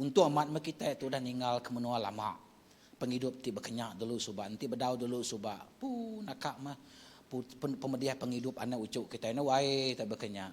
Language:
Iban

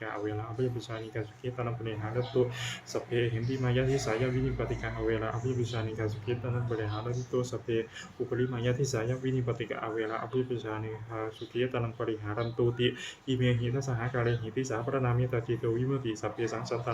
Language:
Pali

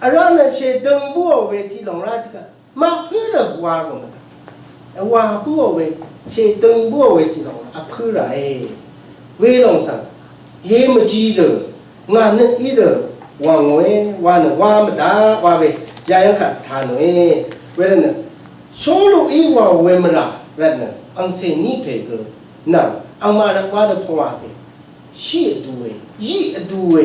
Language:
Rawang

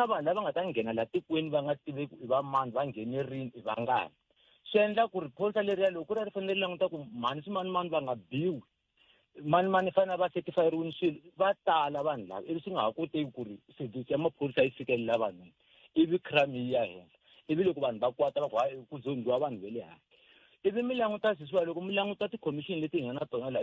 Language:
Tsonga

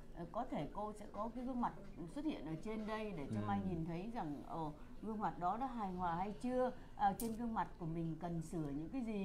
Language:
Vietnamese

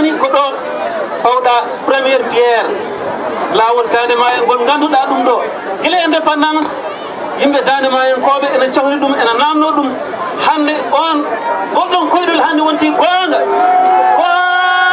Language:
Fula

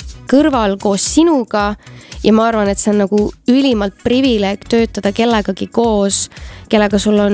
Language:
Estonian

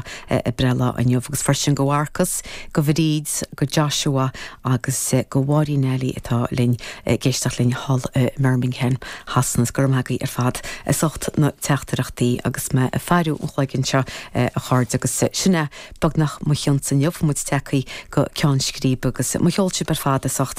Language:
Irish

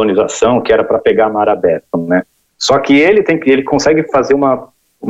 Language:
Portuguese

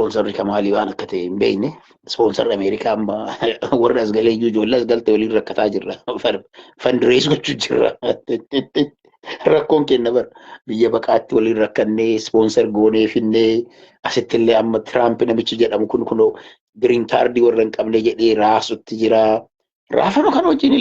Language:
Oromo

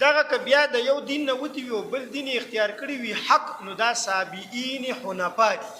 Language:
Pashto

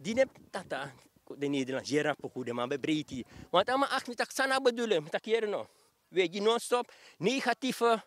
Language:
Sranan Tongo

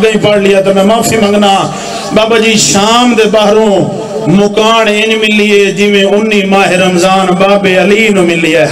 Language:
Saraiki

